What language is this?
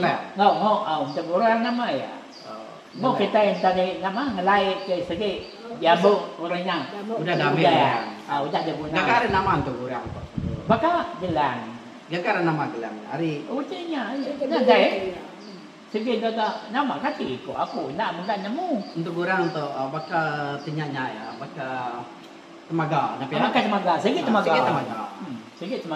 Iban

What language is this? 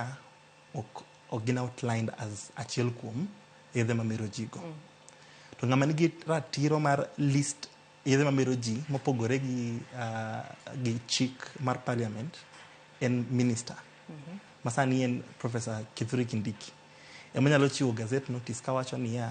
Luo (Kenya and Tanzania)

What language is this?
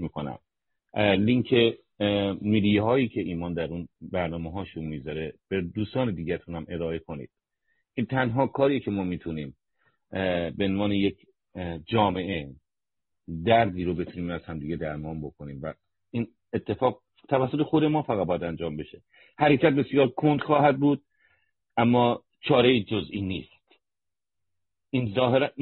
Persian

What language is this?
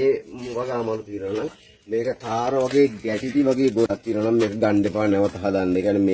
Sinhala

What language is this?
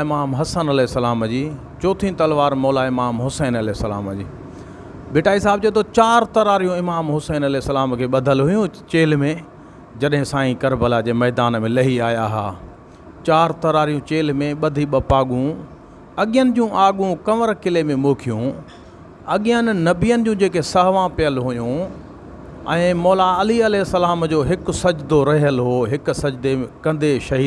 Sindhi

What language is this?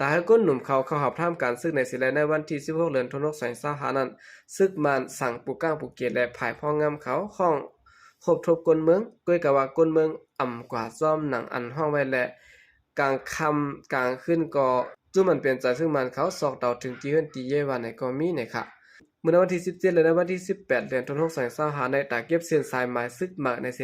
Shan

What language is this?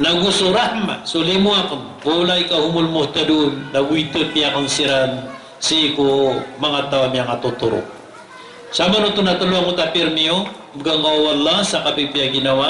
Maranao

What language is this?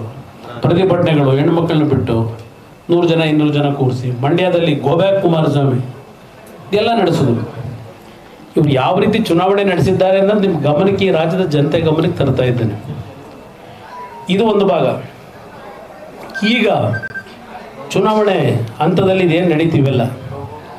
Kannada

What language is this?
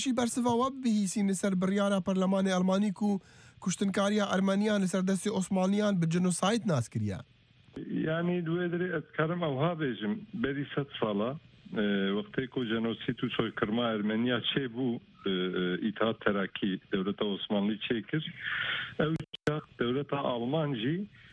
Kurdish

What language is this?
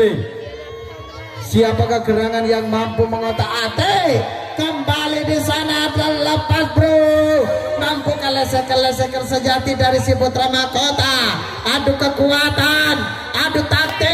Indonesian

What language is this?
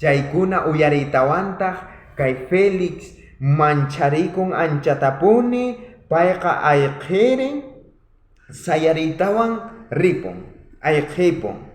South Bolivian Quechua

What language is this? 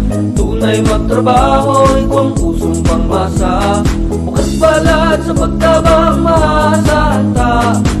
Bikol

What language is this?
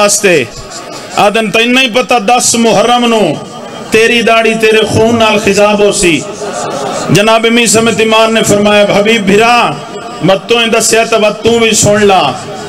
Saraiki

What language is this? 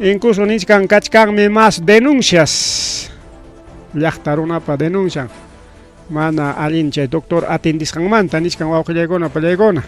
Ayacucho Quechua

